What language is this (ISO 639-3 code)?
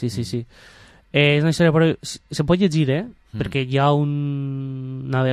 cat